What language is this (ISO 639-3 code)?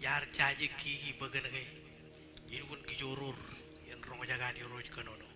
mah